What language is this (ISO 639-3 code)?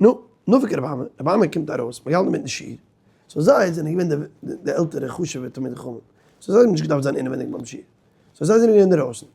yid